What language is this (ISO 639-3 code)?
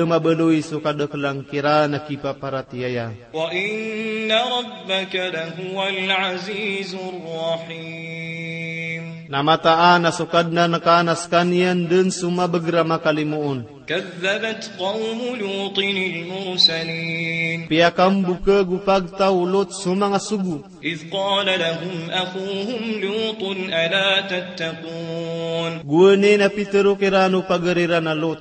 mrw